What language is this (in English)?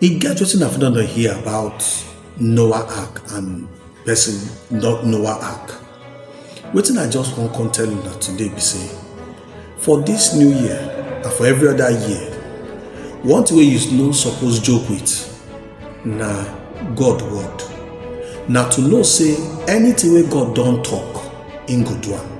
Nigerian Pidgin